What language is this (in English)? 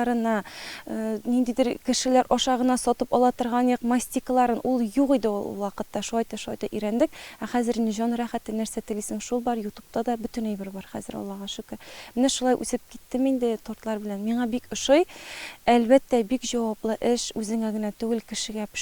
Tatar